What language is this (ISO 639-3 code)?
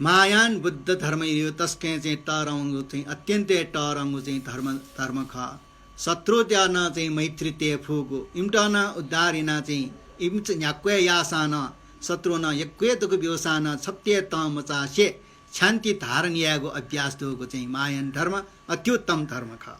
new